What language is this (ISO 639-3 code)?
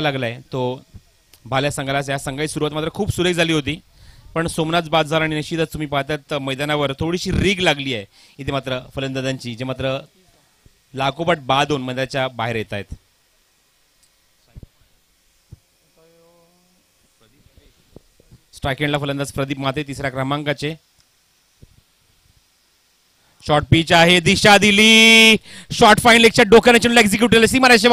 mar